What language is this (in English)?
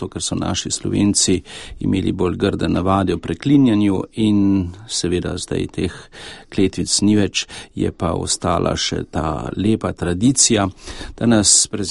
Slovenian